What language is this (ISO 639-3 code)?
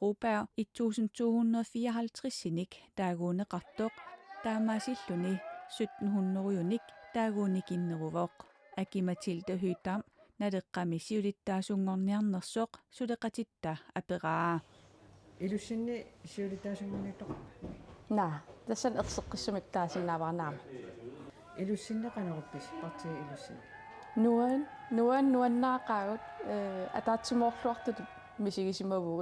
kal